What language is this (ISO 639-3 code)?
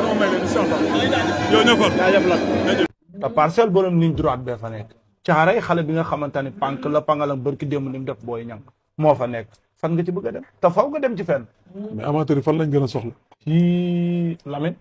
wol